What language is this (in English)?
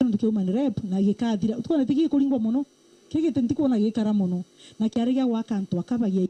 Meru